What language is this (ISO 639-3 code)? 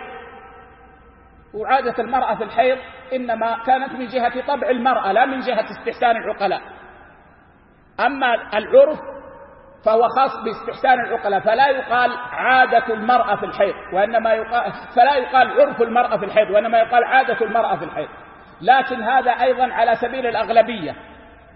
ara